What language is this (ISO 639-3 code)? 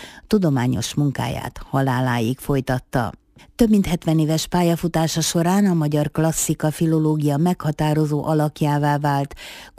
hun